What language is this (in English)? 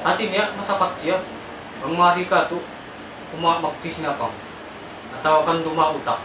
Tausug